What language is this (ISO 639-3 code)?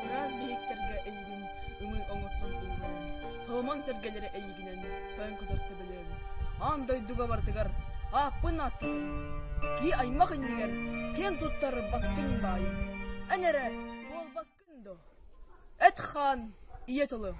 sah